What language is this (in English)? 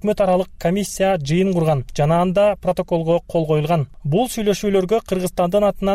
Kyrgyz